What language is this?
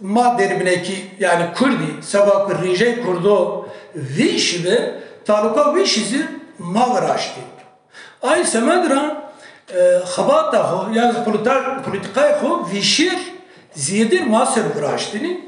Kurdish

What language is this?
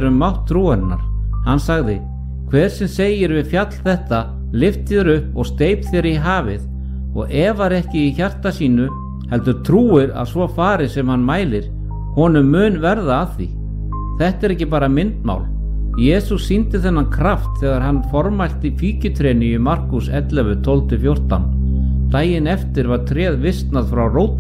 Icelandic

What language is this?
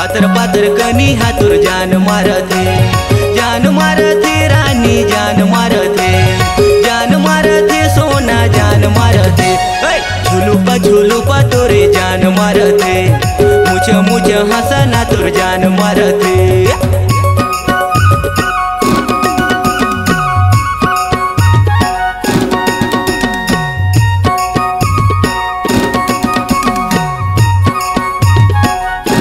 Chhattisgarhi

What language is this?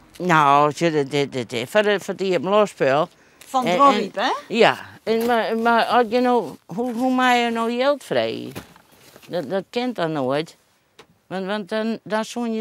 Western Frisian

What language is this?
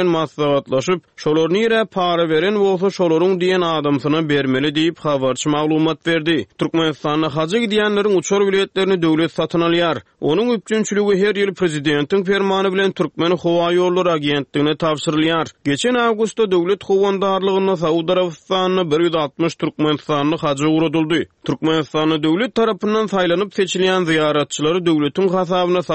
Turkmen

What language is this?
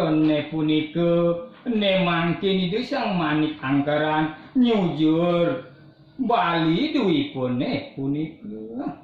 Balinese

